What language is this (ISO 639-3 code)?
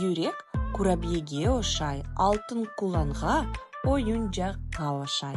crh